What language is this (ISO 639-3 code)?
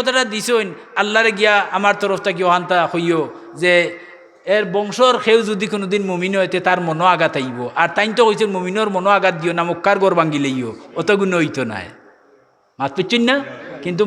syl